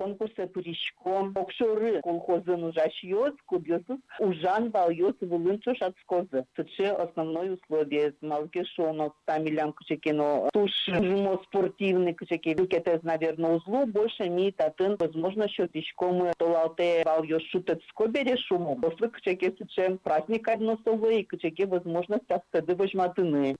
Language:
Udmurt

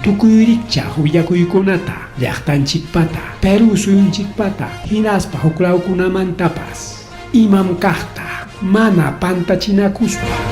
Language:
Ayacucho Quechua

